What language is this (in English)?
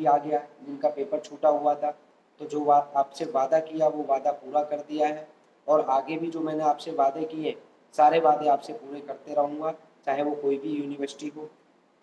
Hindi